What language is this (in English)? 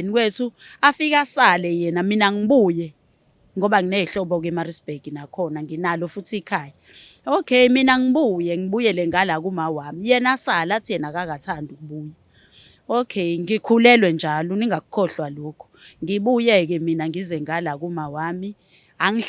Zulu